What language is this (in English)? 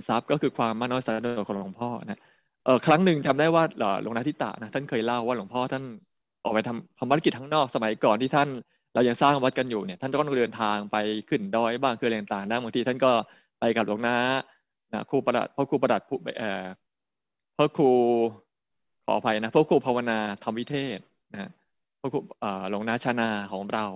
Thai